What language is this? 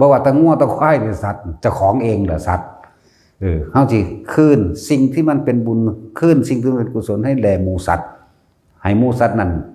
Lao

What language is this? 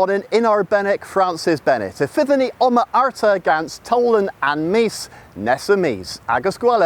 Cornish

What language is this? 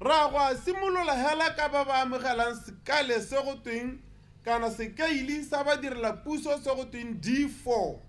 Tswana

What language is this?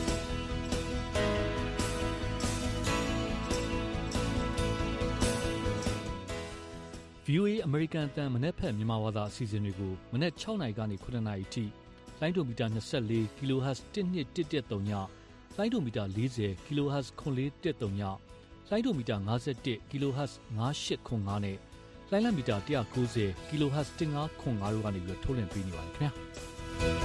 Burmese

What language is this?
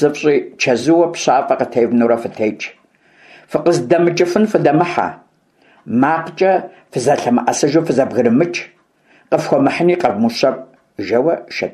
Kabardian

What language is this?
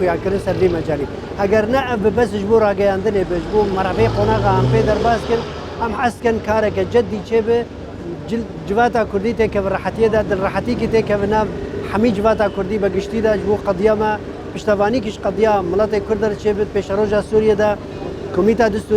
Kurdish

